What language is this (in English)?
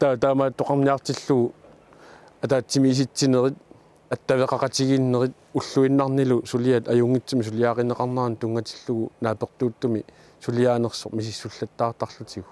Kalaallisut